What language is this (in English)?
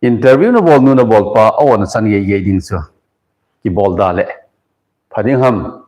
Thado Chin